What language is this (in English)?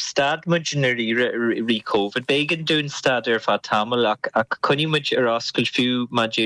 Irish